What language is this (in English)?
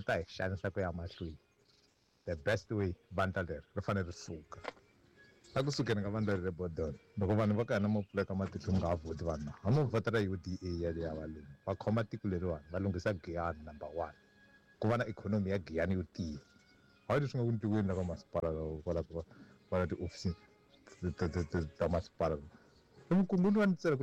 Tsonga